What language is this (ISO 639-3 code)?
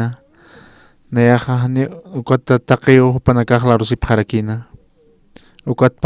aym